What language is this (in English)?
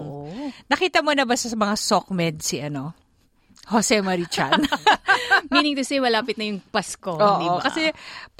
Filipino